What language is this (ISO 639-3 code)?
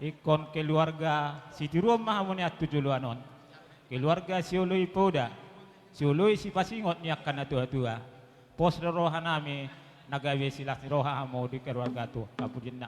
bbc